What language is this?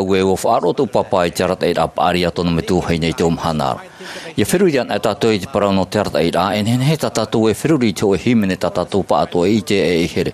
Tahitian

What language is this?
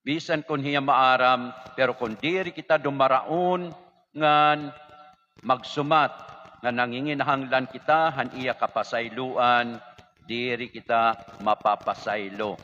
Waray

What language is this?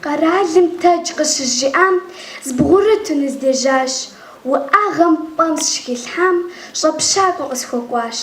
Kabardian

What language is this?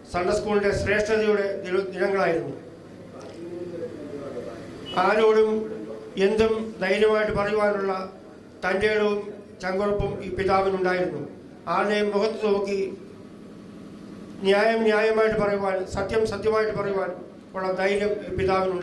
Malayalam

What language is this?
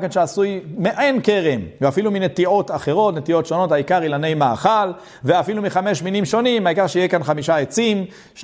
Hebrew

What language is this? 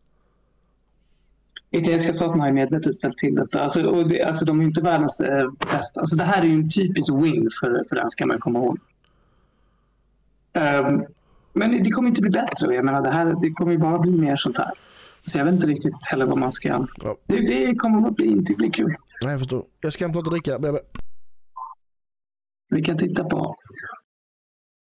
Swedish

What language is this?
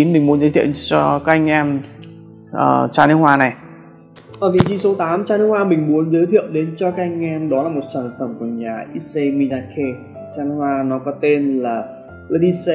Vietnamese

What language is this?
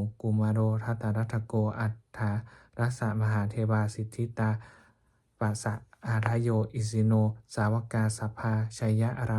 Pali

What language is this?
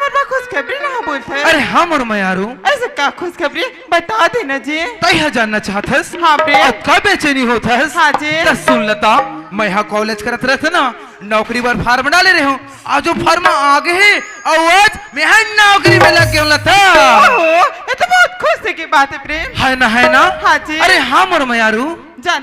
Chhattisgarhi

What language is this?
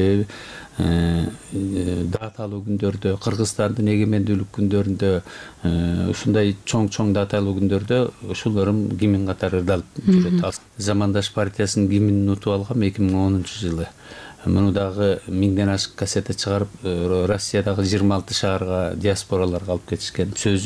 Kyrgyz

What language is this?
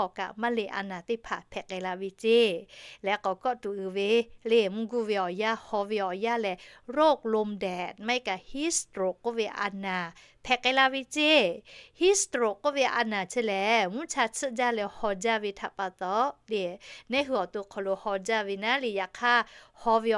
Lahu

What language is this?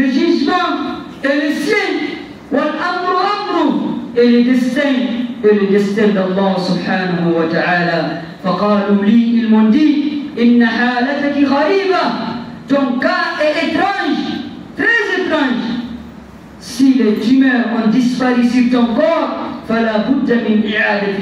French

